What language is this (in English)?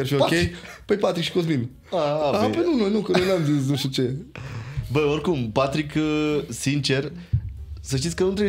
Romanian